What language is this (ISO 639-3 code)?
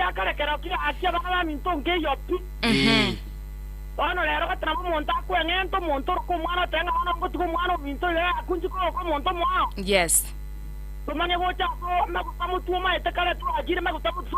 guz